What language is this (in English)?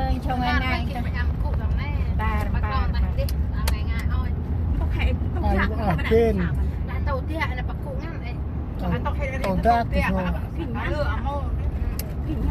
Central Mnong